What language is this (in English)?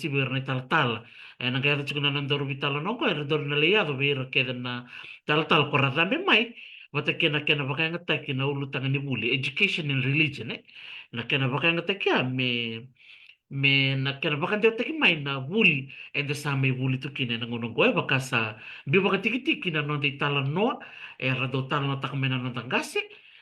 Fijian